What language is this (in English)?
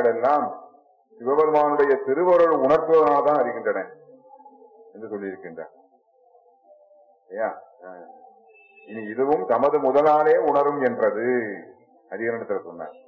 Tamil